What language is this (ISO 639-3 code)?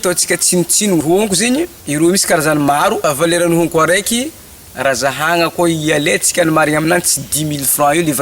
mlg